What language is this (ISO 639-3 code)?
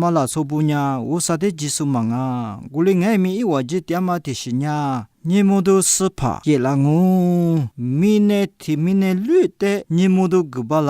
lis